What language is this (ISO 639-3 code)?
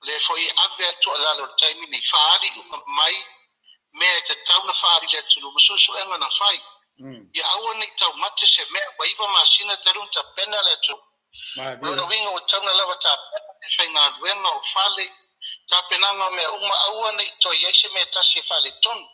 smo